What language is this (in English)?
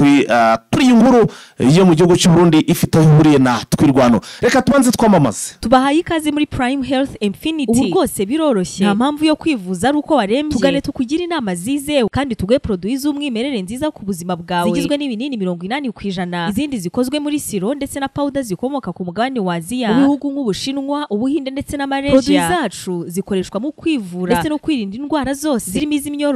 Kinyarwanda